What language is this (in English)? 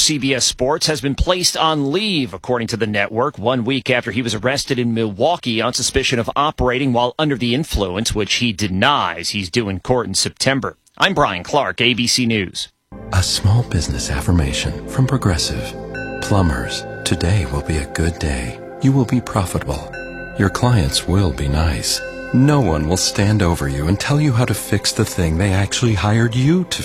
English